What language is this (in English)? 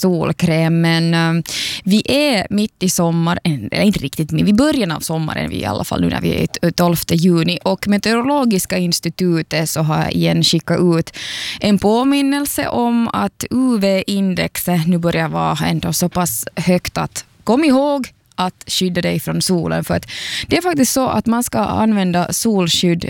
Swedish